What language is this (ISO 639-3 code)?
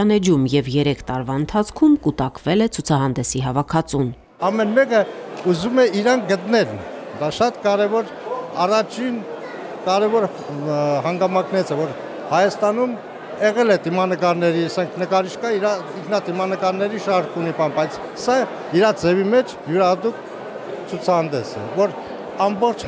hye